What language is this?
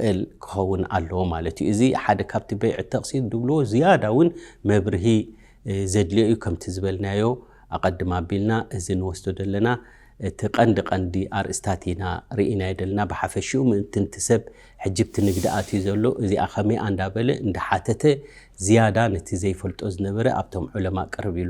Tigrinya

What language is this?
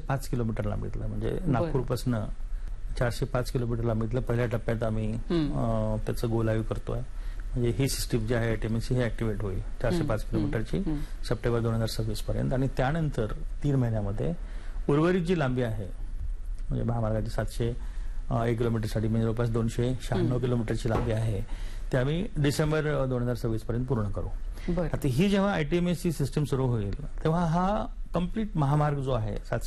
Marathi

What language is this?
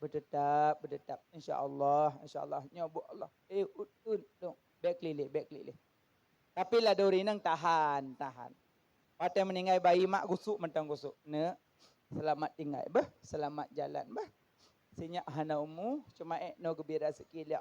Achinese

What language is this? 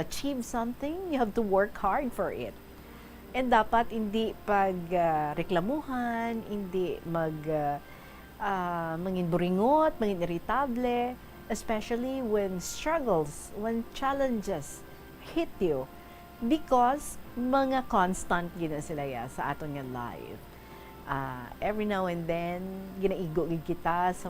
Hiligaynon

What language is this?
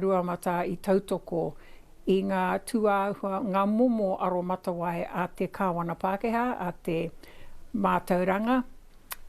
Māori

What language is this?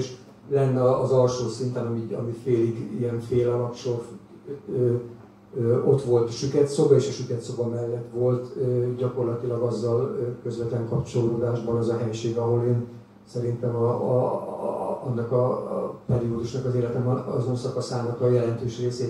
Hungarian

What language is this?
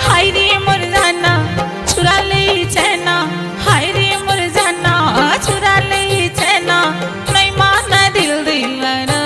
Chhattisgarhi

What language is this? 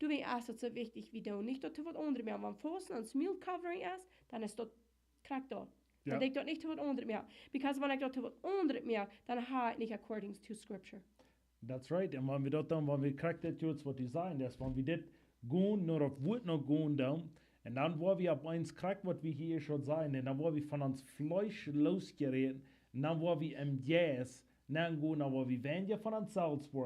Plautdietsch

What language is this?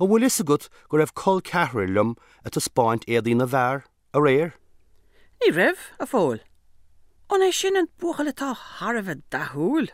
Irish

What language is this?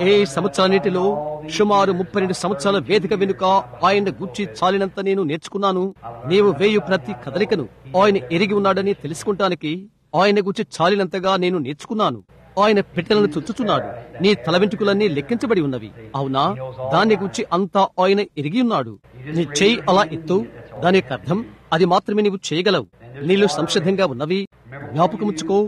Telugu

